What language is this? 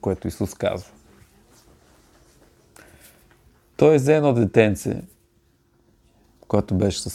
Bulgarian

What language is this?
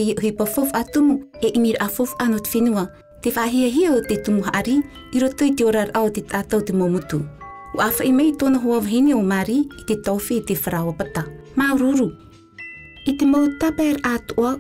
Tahitian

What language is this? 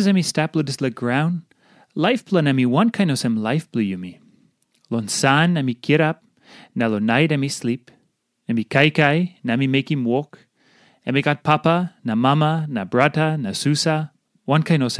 Tok Pisin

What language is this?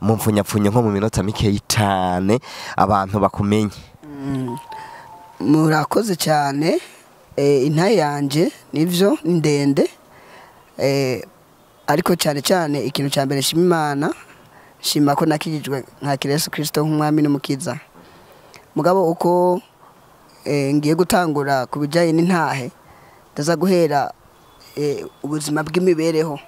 Rundi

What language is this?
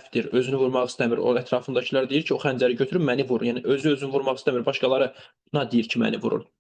Azerbaijani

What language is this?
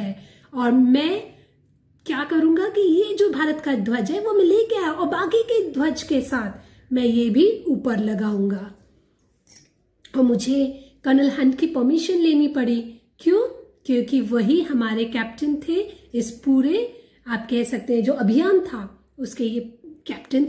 Hindi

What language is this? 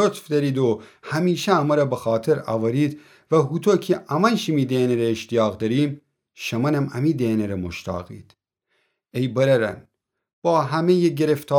Gilaki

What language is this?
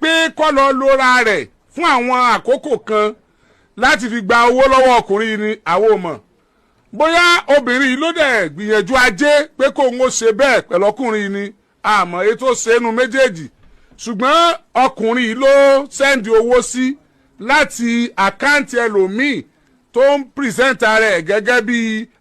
Yoruba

